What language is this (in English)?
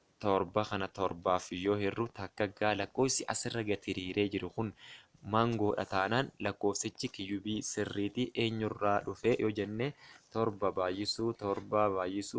Oromo